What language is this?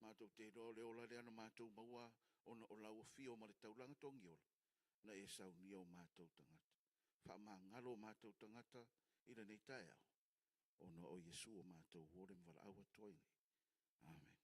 Samoan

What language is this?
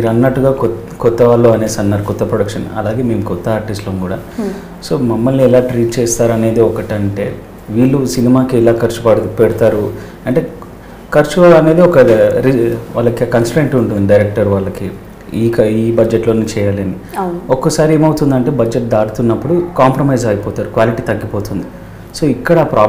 Telugu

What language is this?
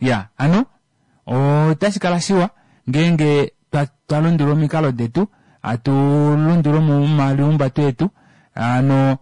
Kuanyama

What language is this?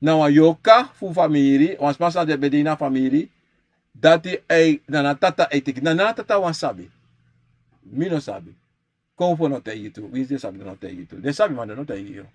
Sranan Tongo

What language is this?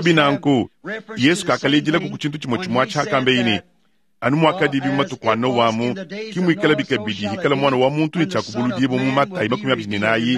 Luba-Lulua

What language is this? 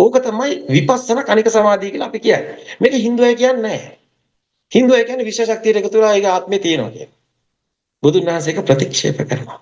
Sinhala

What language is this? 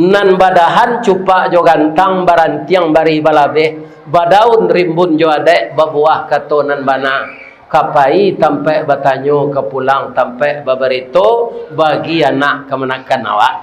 Minangkabau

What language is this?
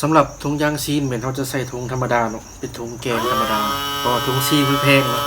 Lao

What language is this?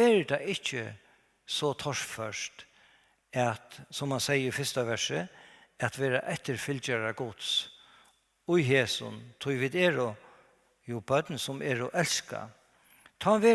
Faroese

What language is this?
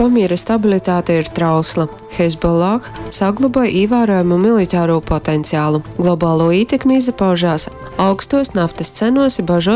Latgalian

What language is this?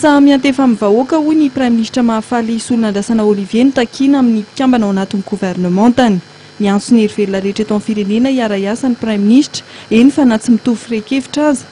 Malagasy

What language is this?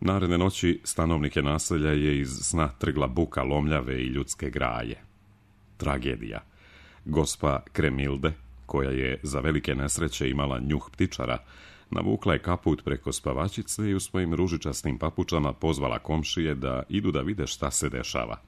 Serbian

